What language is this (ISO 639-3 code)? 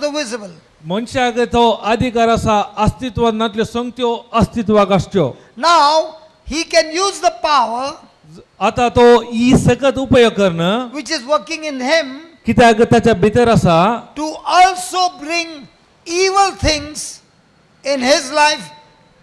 kok